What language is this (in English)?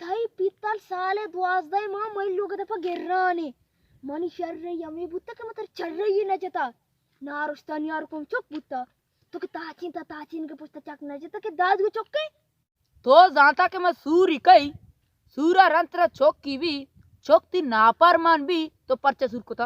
Baluchi